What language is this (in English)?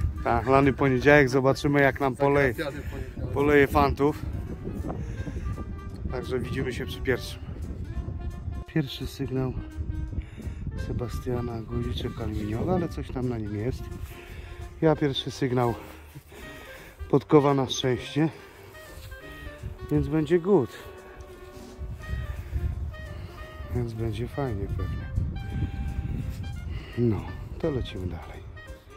Polish